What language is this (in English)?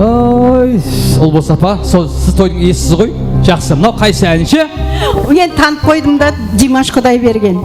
Kara-Kalpak